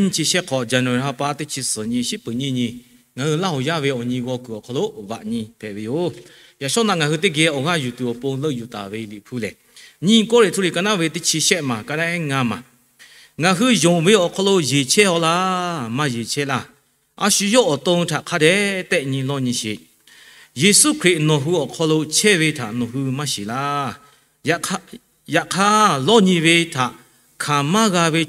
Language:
Lahu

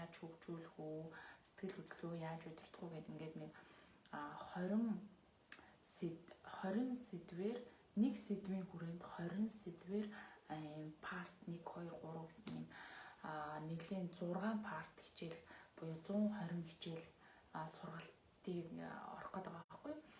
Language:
Mongolian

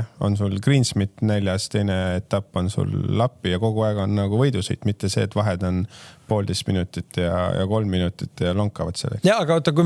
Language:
Estonian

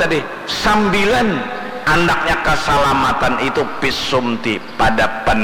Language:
Banjar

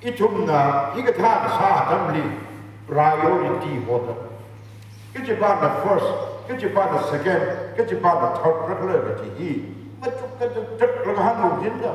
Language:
Tangkhul Naga (India)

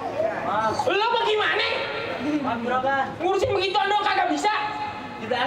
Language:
Betawi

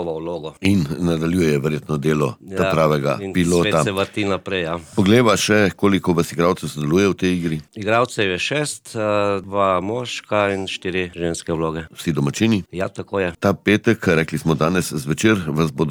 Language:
Slovenian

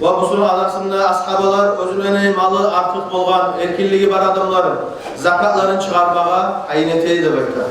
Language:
Kumyk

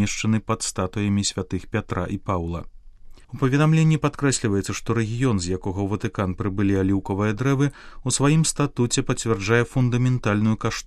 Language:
Belarusian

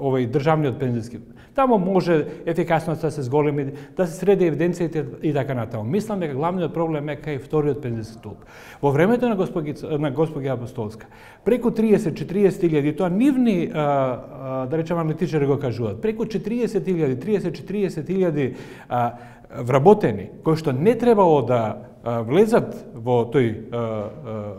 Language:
Macedonian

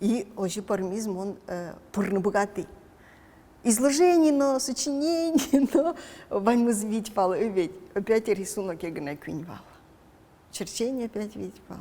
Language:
Udmurt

